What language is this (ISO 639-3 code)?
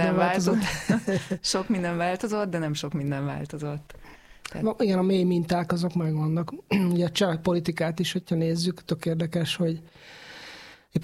hun